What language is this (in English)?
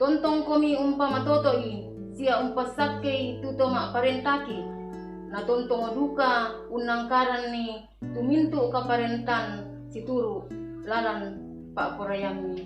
Toraja-Sa'dan